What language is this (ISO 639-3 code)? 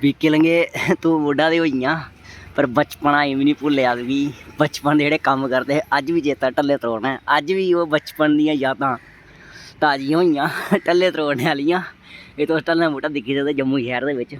doi